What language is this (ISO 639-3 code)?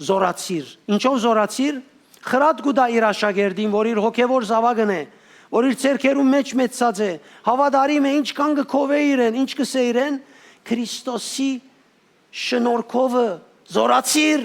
hyw